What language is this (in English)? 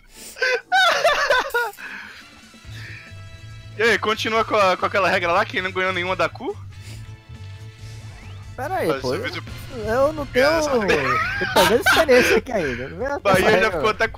Portuguese